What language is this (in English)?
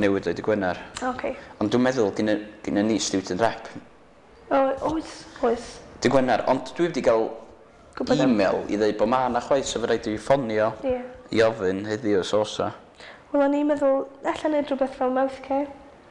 Welsh